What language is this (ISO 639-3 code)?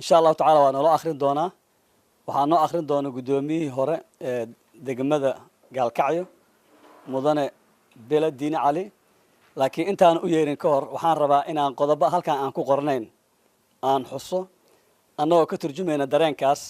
som